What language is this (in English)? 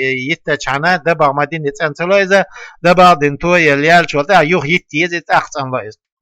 Chechen